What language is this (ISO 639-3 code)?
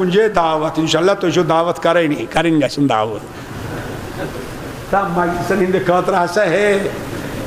kas